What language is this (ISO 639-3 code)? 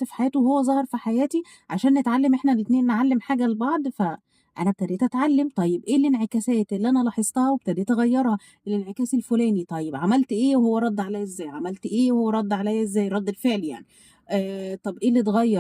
arz